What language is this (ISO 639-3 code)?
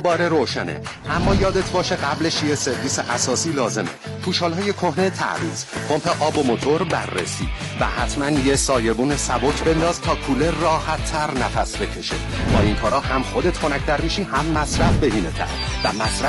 fas